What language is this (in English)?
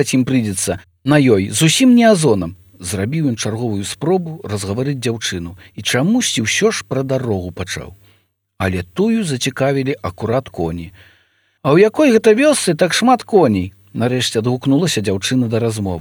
Belarusian